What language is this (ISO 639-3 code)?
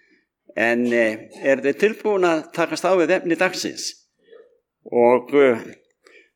isl